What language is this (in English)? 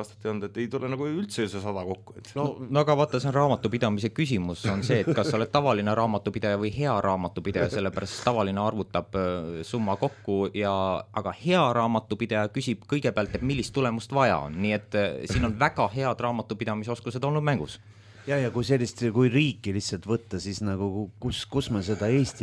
Estonian